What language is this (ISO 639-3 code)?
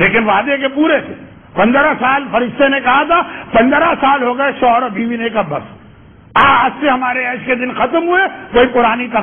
urd